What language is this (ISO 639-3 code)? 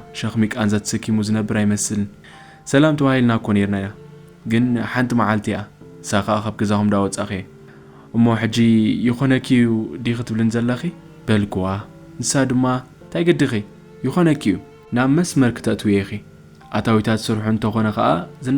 tir